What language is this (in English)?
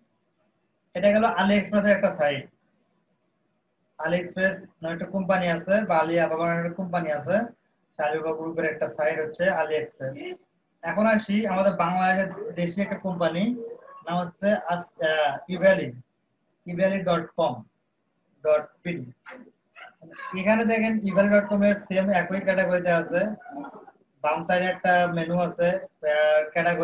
Bangla